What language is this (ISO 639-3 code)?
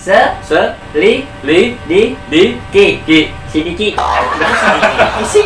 bew